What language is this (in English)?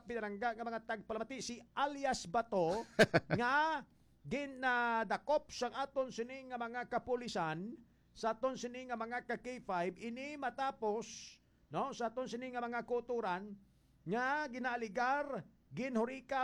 Hiligaynon